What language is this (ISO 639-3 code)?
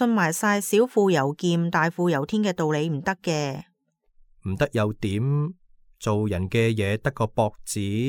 yue